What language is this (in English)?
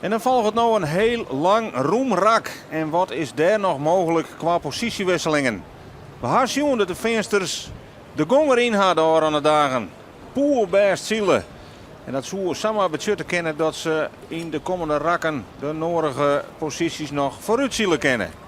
Western Frisian